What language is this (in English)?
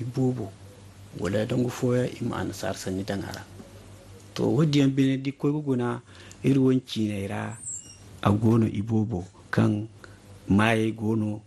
Zarma